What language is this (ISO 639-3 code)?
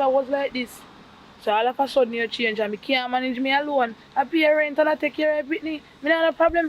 jam